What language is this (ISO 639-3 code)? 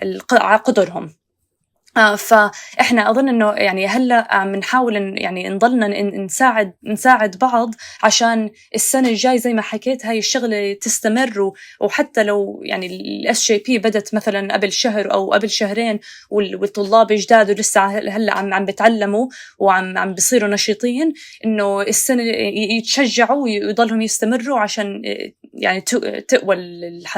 apc